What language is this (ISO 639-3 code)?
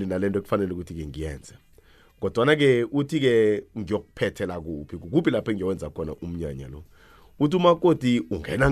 nbl